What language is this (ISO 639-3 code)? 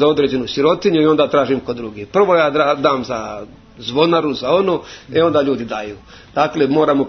hrv